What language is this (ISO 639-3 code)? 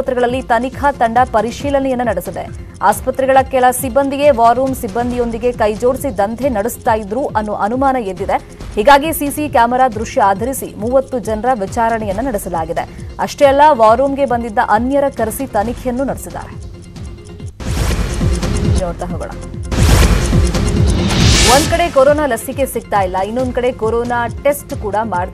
kan